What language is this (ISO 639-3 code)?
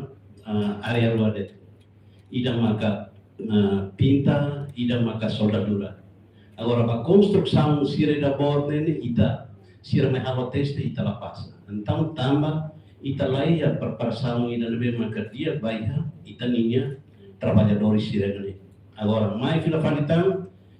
tet